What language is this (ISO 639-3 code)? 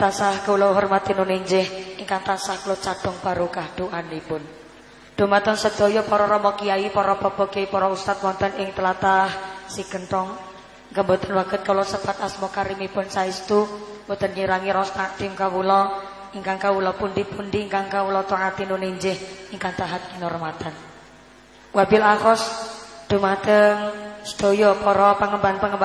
jav